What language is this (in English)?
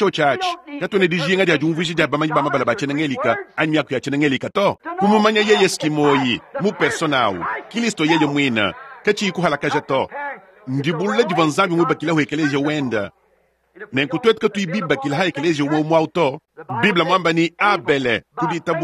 Luba-Lulua